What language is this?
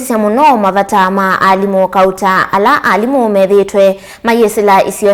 Kamba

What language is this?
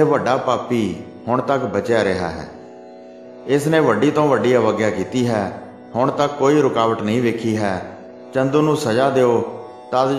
Punjabi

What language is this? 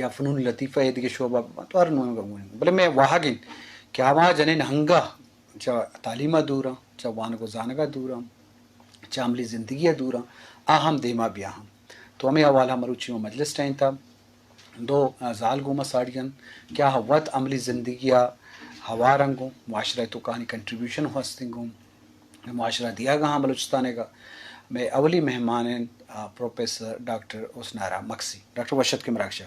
Eastern Balochi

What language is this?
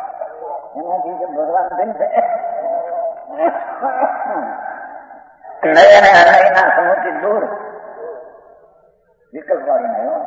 Gujarati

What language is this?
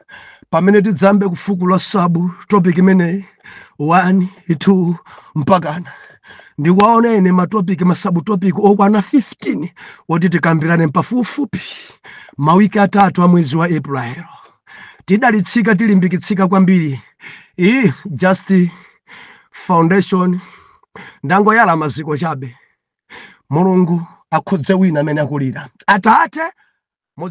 Nyanja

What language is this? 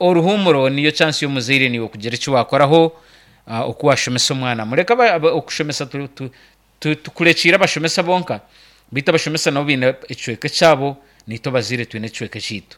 Nyankole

